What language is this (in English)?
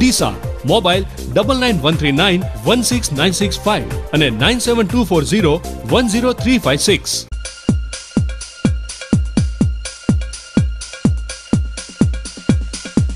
Gujarati